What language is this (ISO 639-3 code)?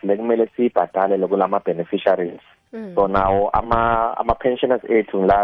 nbl